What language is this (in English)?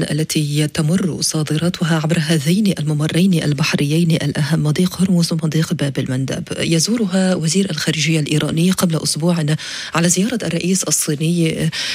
Arabic